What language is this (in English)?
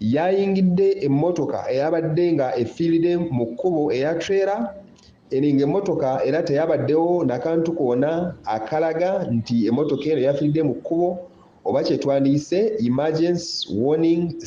Ganda